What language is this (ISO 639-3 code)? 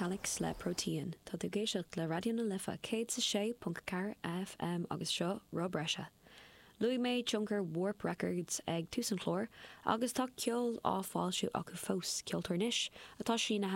gle